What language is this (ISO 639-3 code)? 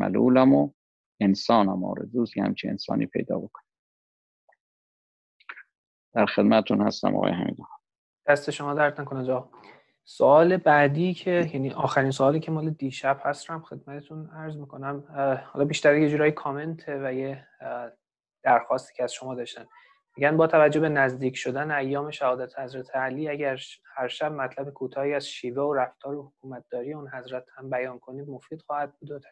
fas